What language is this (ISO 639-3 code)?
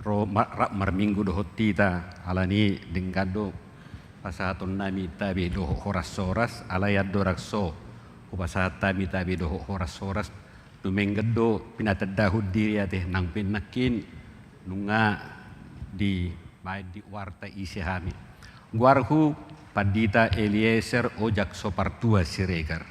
bbc